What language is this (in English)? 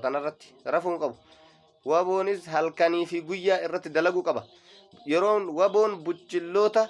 Oromo